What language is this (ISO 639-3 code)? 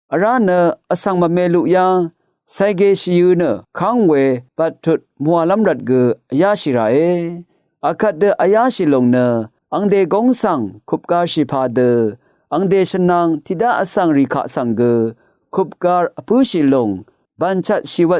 raw